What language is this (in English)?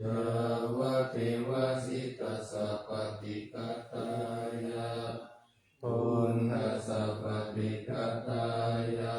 Pali